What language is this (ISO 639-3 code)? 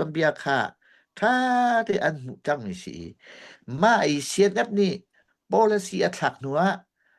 cnh